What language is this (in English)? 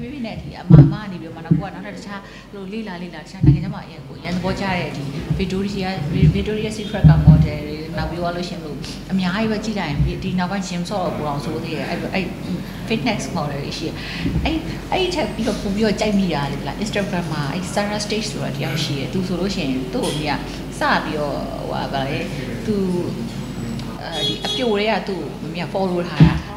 Burmese